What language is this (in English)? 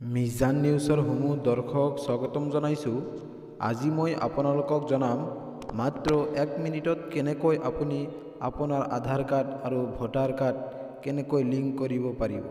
Assamese